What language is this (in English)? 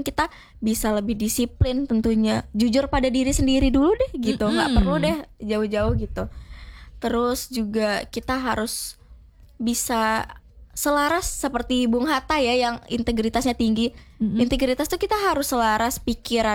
Indonesian